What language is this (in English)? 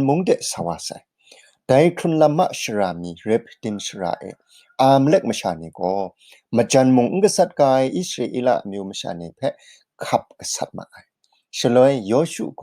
Kachin